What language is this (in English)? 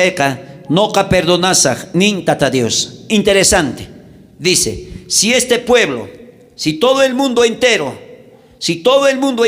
South Bolivian Quechua